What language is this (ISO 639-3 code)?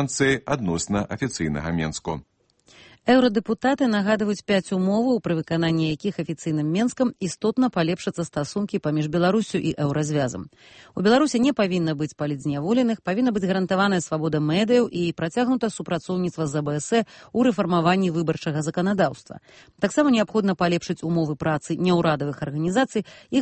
bel